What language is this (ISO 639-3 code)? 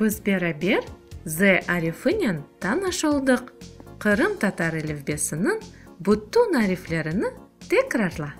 crh